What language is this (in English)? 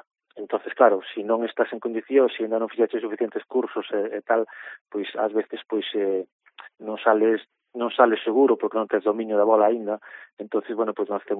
Galician